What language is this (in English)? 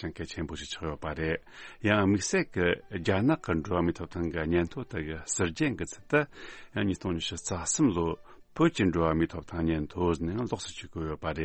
Tibetan